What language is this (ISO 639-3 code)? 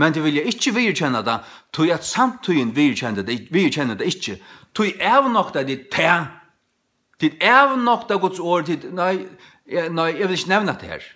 fao